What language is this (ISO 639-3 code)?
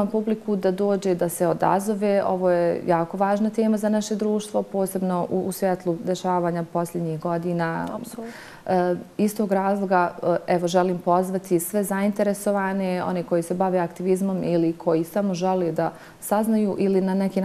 bos